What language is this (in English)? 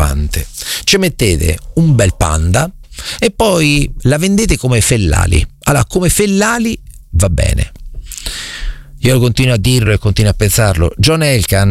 Italian